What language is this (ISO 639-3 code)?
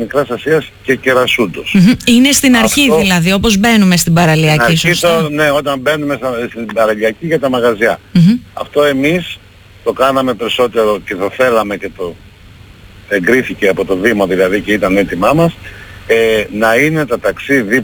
ell